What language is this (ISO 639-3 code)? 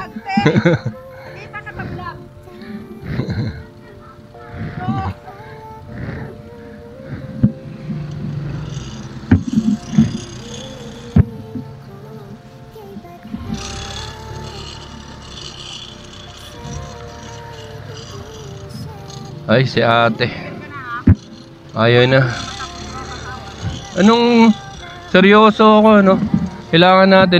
fil